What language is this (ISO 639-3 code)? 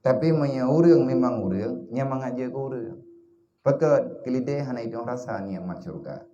ace